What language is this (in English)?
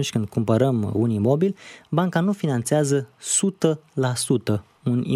Romanian